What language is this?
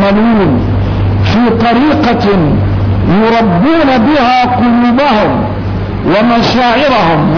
Arabic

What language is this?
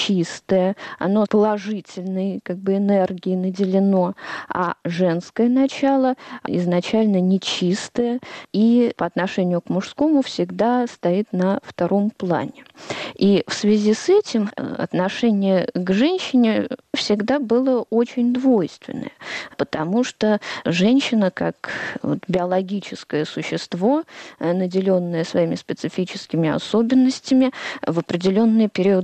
Russian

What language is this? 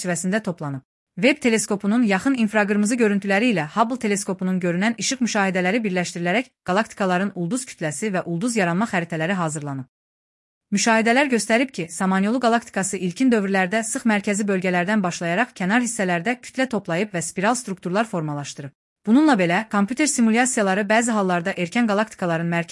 Azerbaijani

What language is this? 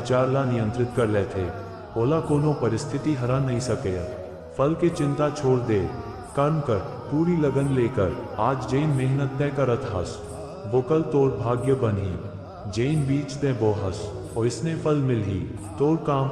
Chhattisgarhi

